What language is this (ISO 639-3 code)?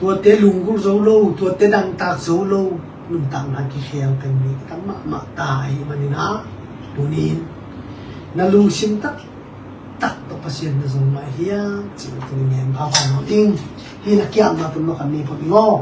ctd